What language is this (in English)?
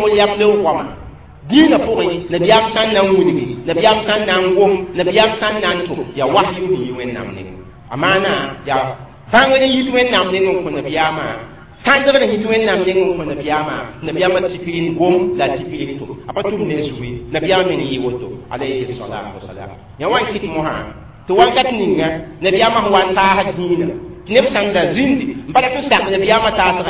Mossi